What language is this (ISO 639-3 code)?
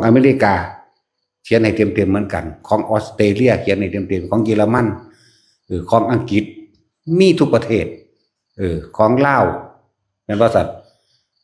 tts